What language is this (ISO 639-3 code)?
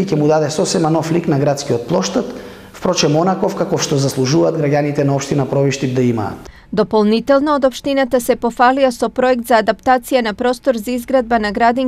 mkd